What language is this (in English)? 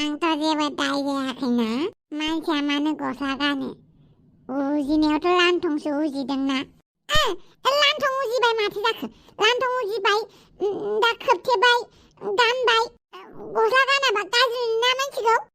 Bodo